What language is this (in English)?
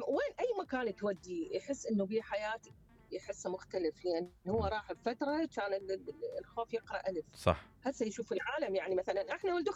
Mesopotamian Arabic